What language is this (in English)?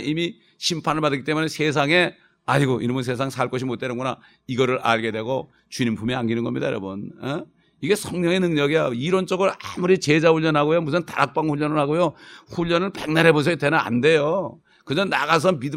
Korean